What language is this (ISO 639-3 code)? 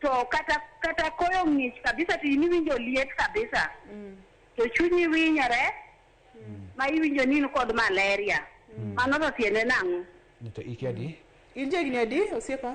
luo